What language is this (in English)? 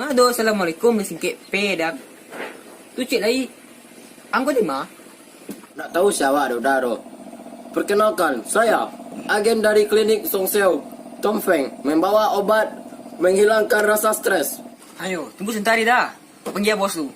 Minangkabau